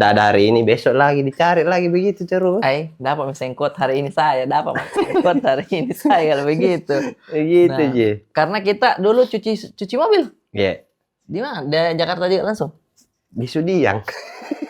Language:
Makassar Malay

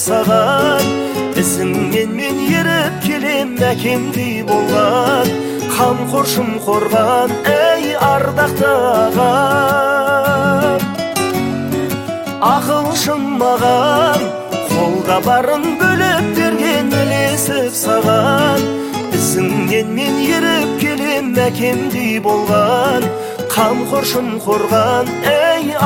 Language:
Kazakh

